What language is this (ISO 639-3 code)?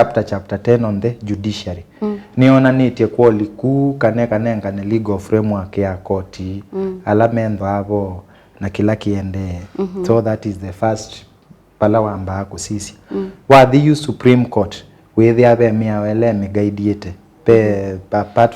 kam